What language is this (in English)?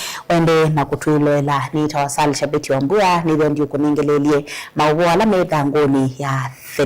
Kamba